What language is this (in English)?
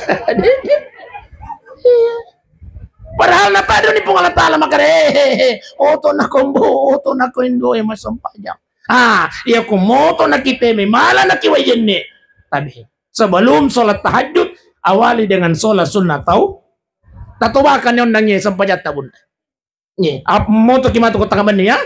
Buginese